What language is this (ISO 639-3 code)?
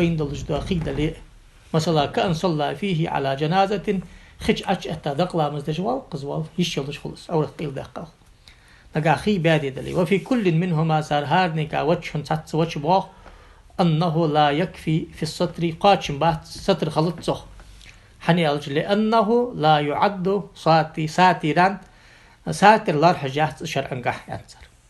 inh